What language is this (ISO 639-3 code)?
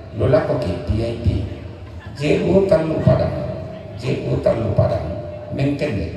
sda